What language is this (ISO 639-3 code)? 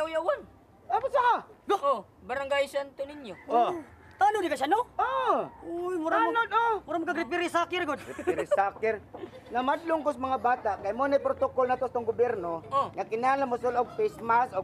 ceb